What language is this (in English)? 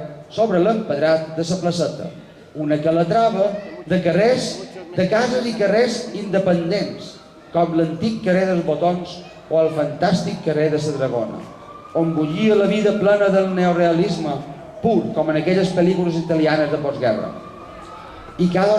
Catalan